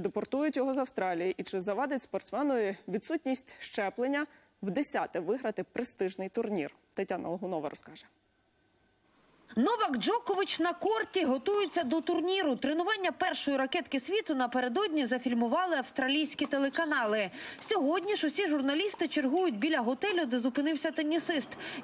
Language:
Ukrainian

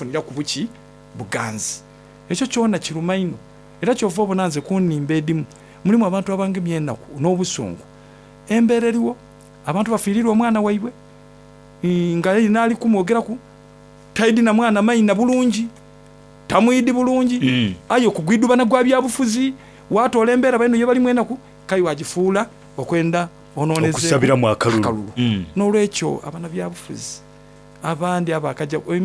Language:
Soga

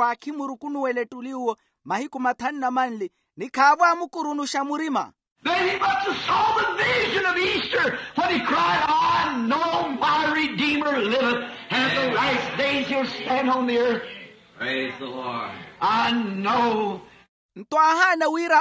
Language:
Makhuwa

